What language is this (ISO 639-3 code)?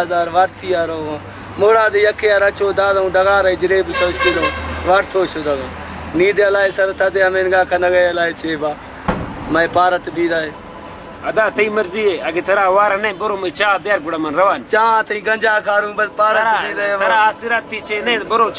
brh